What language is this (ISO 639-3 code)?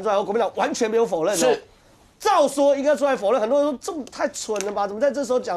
zho